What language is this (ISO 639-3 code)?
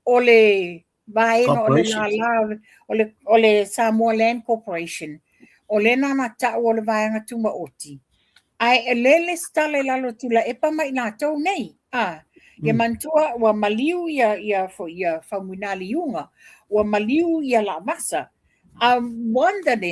smo